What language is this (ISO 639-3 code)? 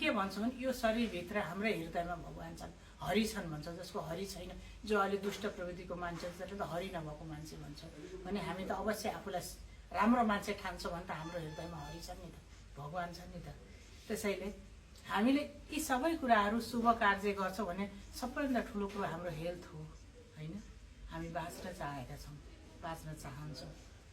nep